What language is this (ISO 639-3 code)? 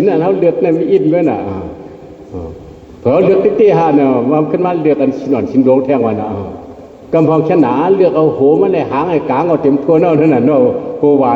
shn